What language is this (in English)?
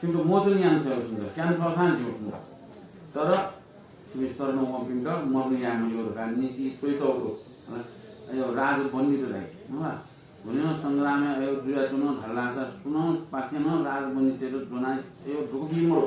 Newari